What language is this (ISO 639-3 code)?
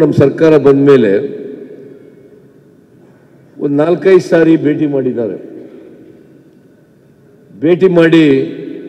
kan